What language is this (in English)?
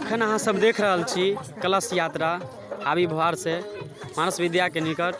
Maithili